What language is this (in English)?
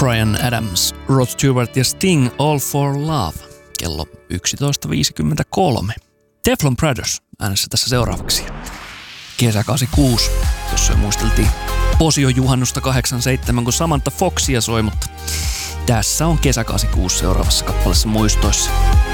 Finnish